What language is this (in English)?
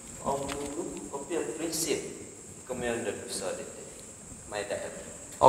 Central Dusun